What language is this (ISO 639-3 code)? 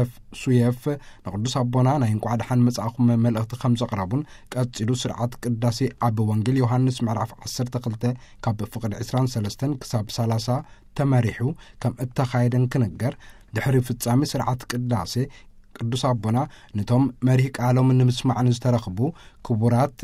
tir